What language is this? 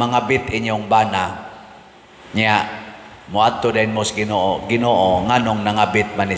Cebuano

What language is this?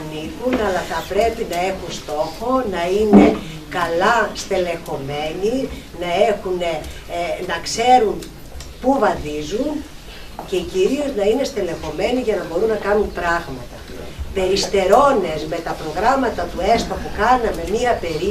Greek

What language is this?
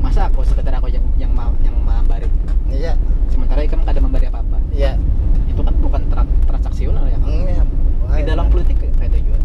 Banjar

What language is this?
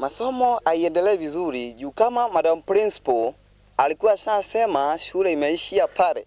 Meru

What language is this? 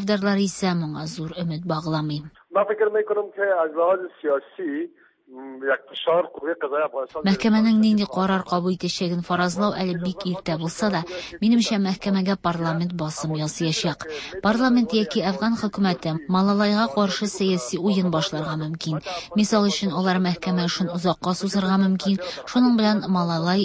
Tatar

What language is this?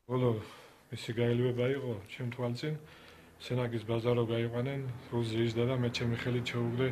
Georgian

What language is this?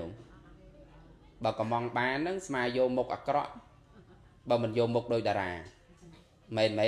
Khmer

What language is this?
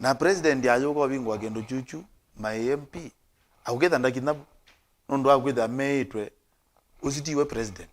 Kamba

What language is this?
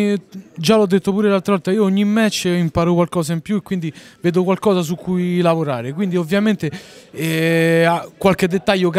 Italian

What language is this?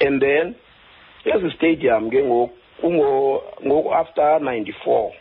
Xhosa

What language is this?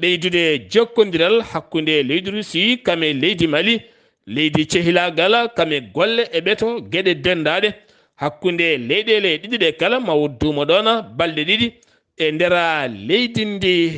Fula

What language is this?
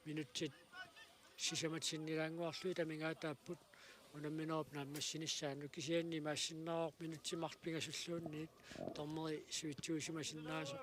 Kalaallisut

